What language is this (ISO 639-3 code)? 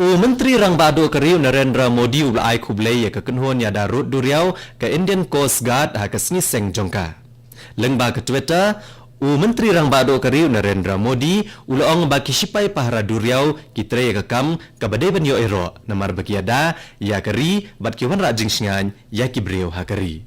kha